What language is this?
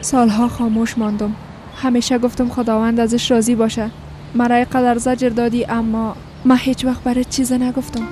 Persian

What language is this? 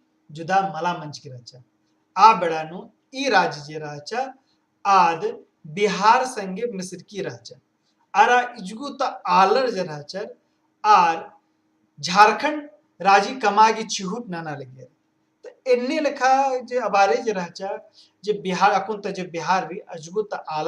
Kurukh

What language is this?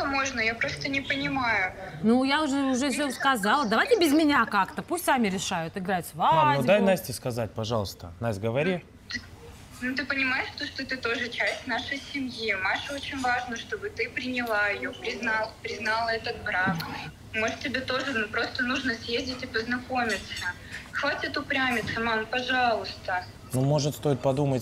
Russian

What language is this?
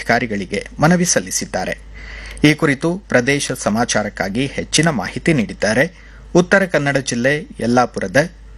Kannada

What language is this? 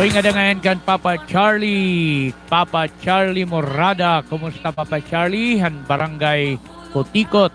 Waray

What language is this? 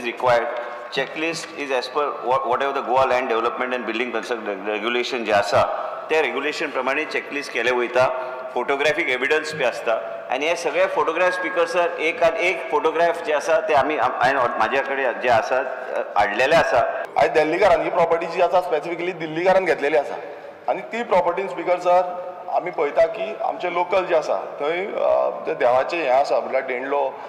Konkani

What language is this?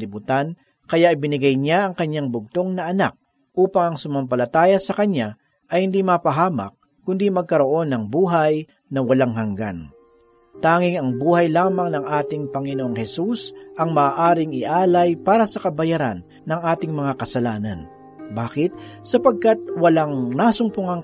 Filipino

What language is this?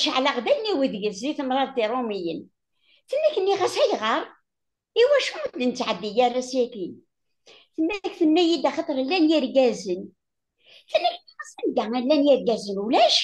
Kabyle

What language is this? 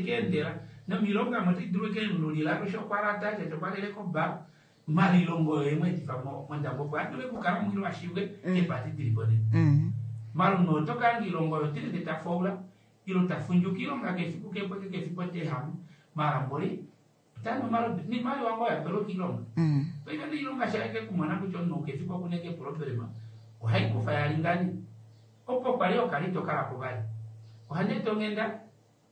Kuanyama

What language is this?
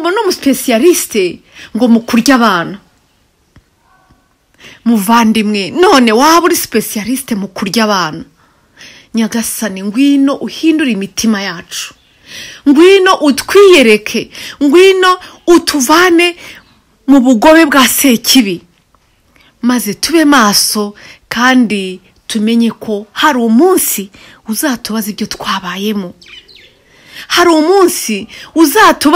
Kinyarwanda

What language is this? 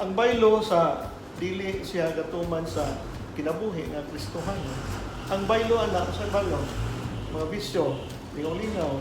Cebuano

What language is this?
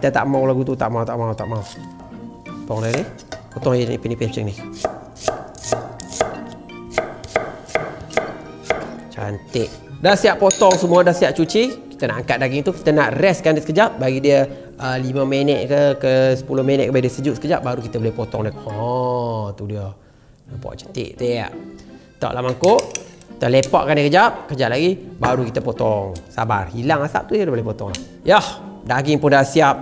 Malay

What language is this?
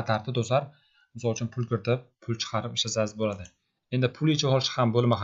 Uzbek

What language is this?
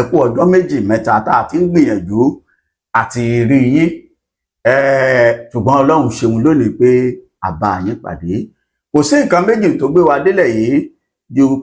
Yoruba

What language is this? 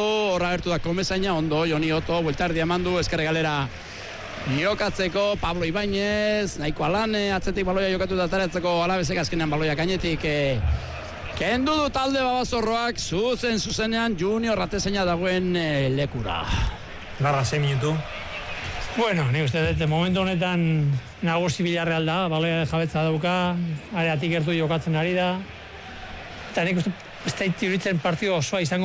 Basque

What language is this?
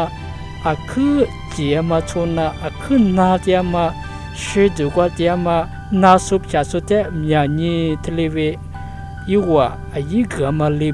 Lisu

